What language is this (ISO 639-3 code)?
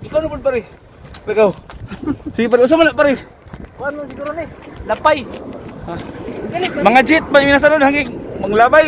ceb